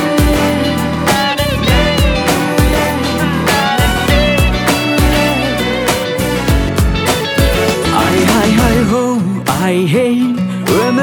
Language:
Kazakh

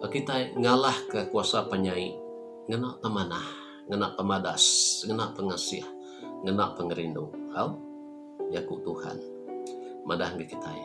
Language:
Iban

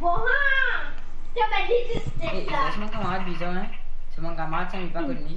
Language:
Morisyen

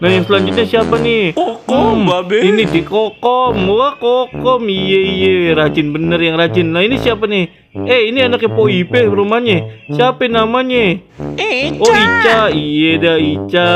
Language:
Betawi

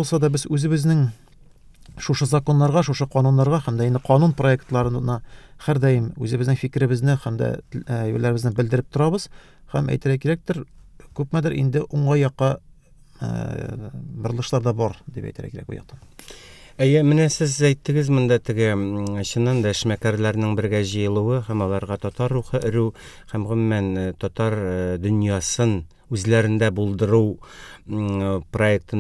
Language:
Tatar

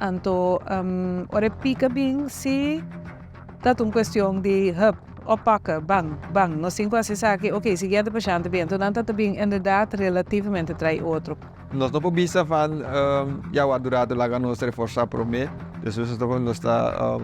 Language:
Papiamento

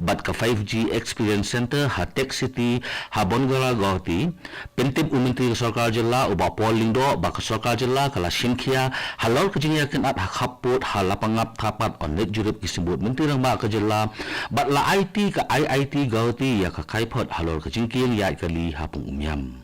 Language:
Khasi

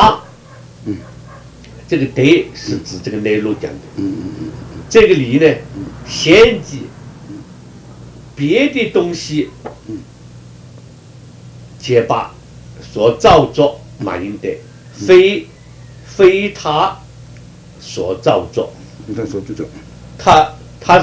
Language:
Chinese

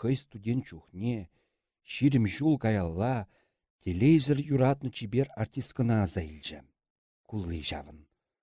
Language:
Chuvash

